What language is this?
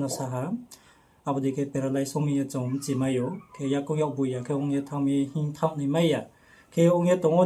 Riang (India)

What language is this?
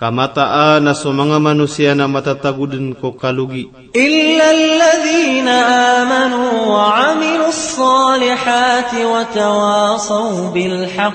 Maranao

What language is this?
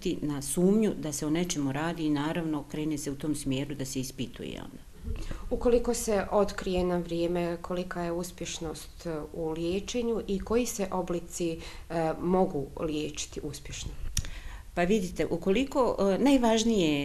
Bosnian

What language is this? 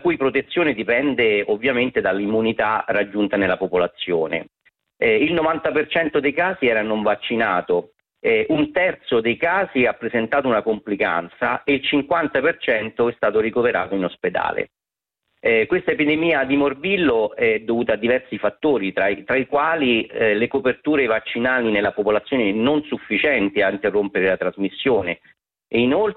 Italian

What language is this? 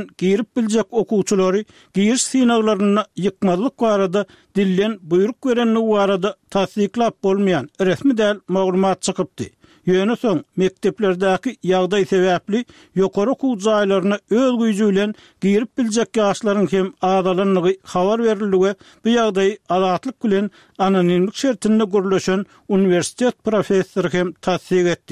Turkmen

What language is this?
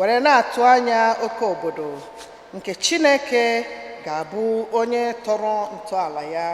Igbo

